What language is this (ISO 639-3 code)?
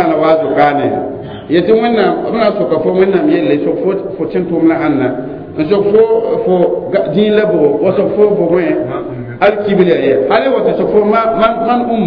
mos